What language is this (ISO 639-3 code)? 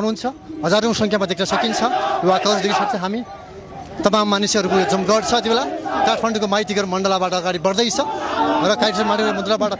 nep